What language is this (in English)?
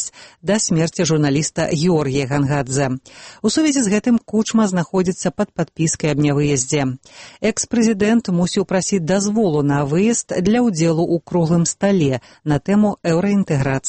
Belarusian